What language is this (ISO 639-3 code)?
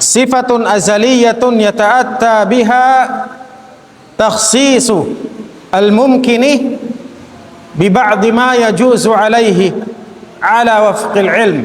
tsg